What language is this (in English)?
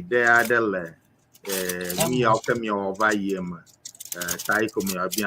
Ewe